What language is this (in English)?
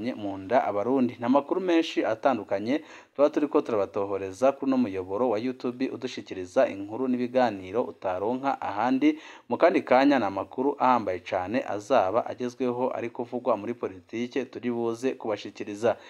Rundi